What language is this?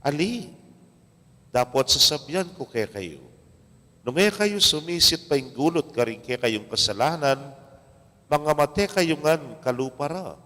Pampanga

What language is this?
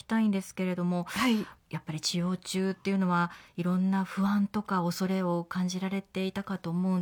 Japanese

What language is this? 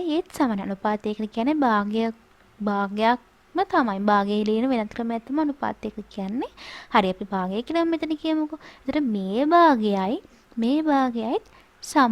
Sinhala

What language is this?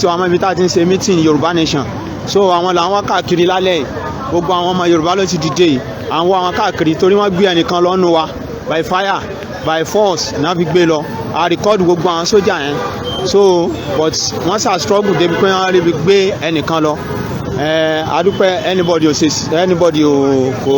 Yoruba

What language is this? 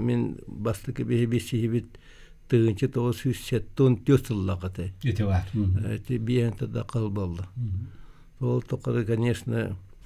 Yakut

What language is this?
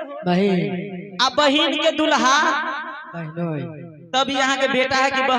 Maithili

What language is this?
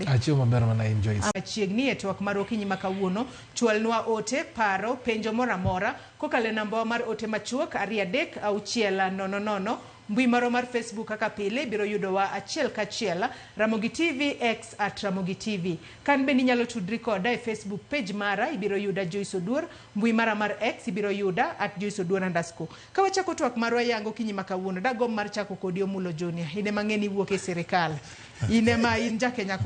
Luo (Kenya and Tanzania)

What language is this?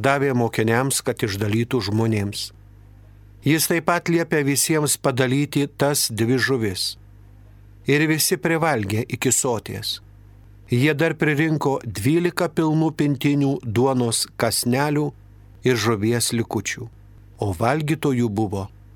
Lithuanian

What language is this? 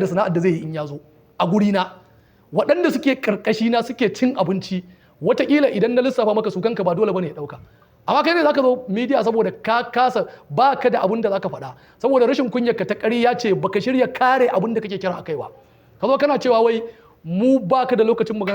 Hausa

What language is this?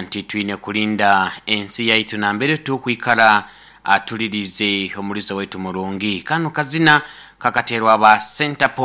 Nyoro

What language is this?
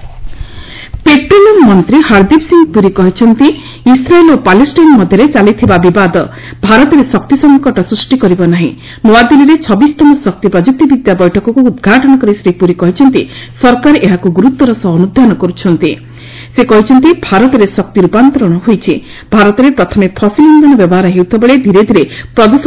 Odia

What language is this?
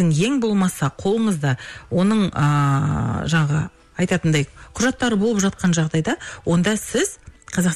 Kazakh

